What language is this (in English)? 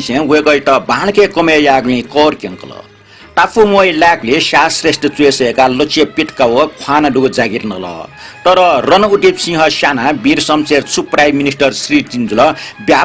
Newari